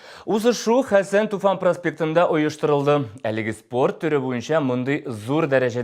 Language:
Tatar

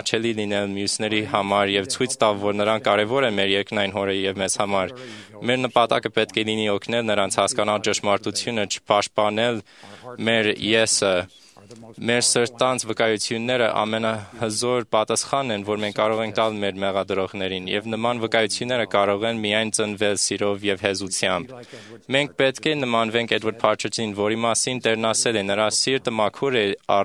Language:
Armenian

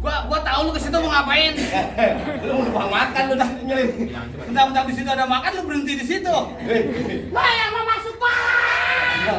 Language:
Betawi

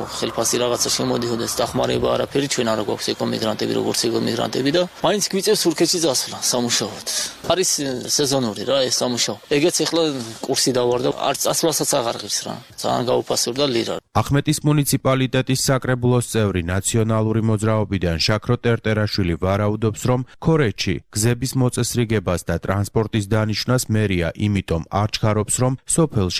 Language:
Georgian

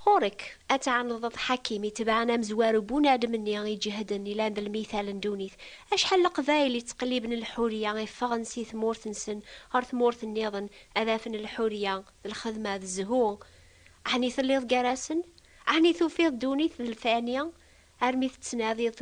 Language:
Kabyle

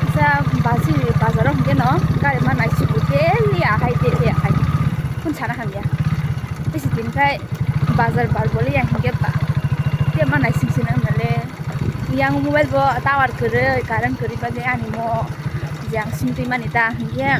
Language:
Kok Borok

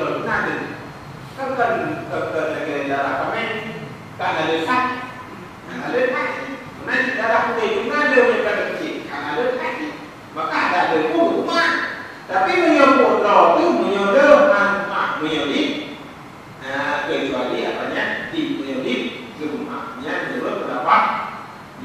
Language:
Achinese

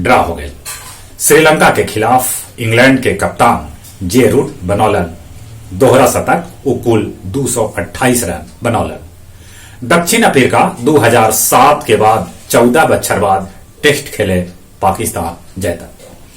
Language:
Magahi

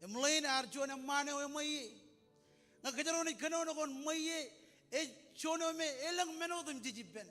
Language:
Marshallese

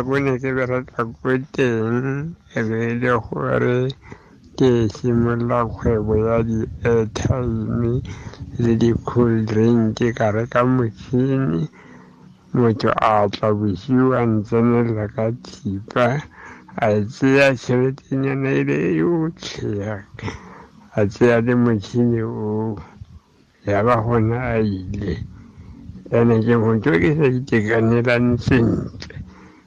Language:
Tswana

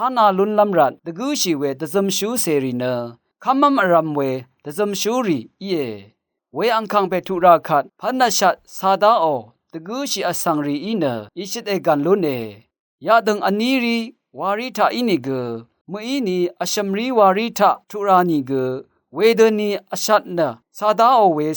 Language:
Rawang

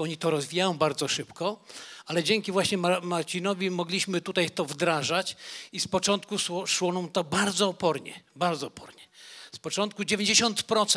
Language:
Polish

